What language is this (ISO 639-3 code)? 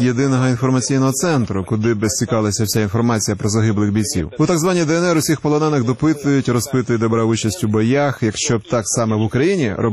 ukr